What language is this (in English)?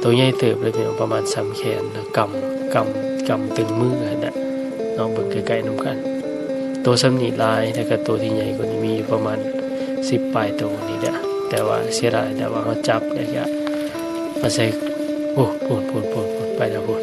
Lao